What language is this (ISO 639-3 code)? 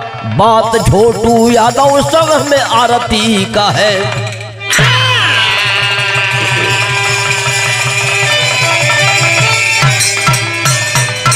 bho